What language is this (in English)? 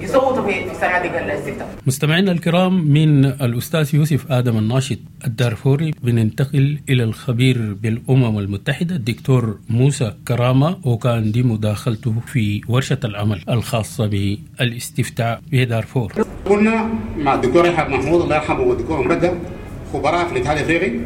Sudanese Arabic